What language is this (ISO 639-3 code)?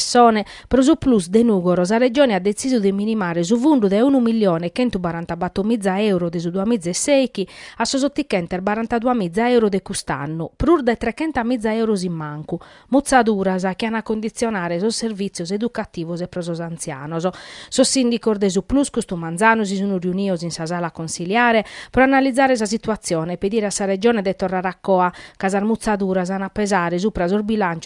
srd